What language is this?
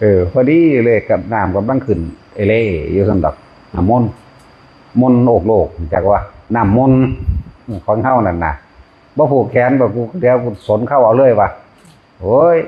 Northeastern Thai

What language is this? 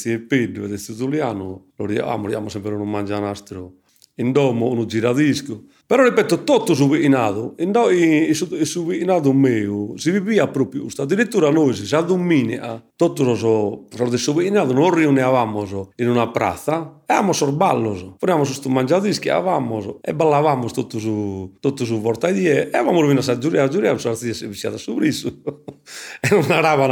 Sardinian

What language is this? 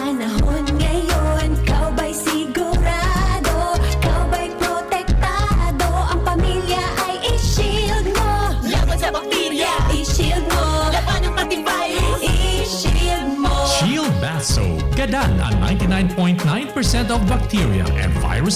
Bikol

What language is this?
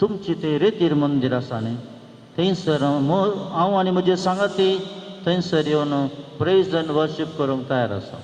Konkani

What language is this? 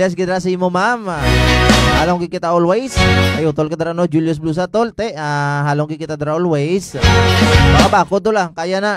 Hiligaynon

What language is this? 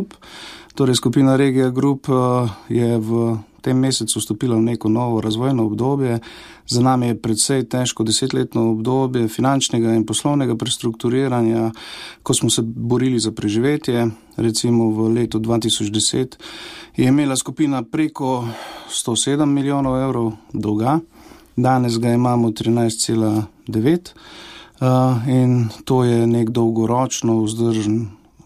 Slovenian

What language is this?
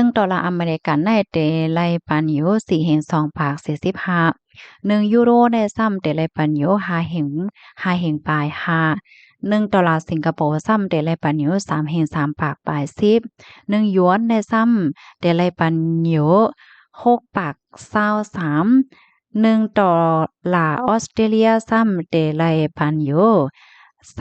Shan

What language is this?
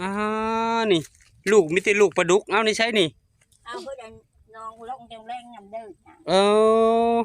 Northeastern Thai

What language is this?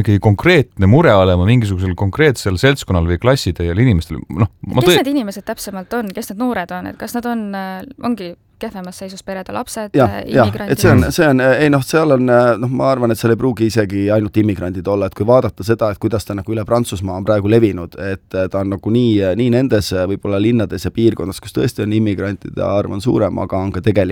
Estonian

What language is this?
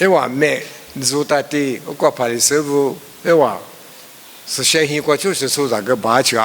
Lisu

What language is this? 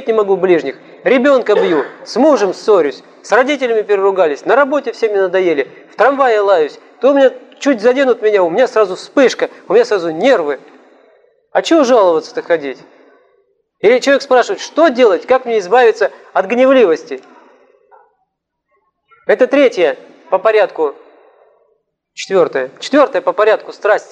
Russian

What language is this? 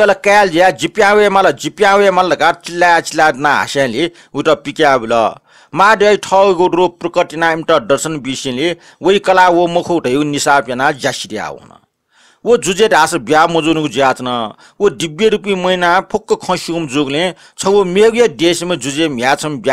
Newari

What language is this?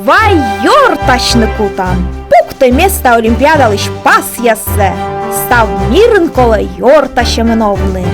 Komi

